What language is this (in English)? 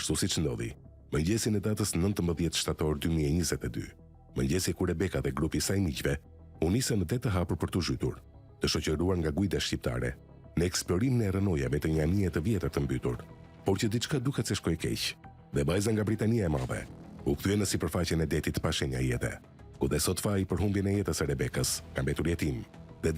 Albanian